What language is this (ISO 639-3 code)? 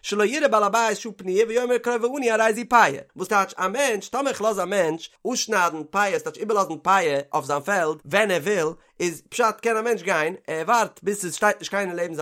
yid